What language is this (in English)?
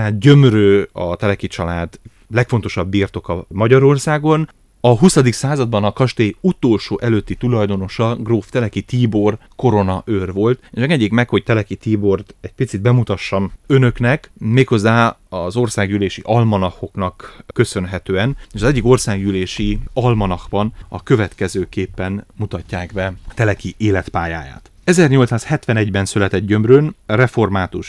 Hungarian